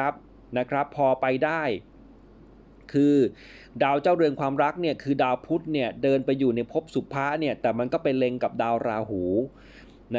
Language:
Thai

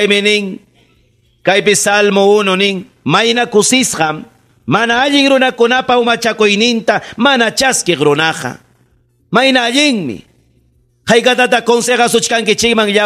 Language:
Ayacucho Quechua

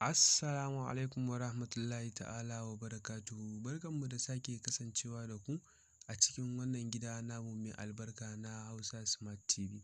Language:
Hausa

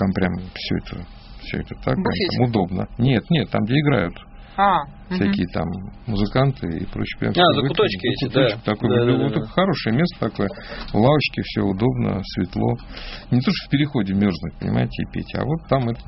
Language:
Russian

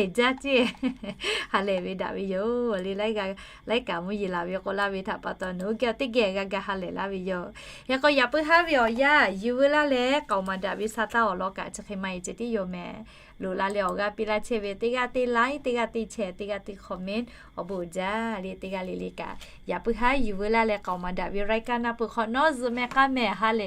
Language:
Lahu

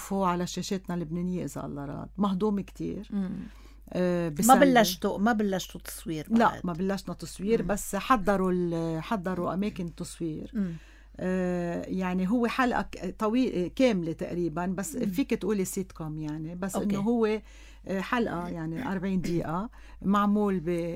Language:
North Levantine Arabic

